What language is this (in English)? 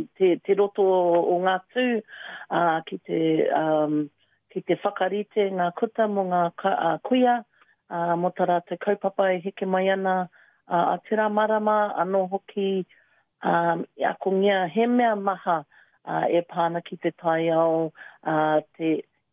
Māori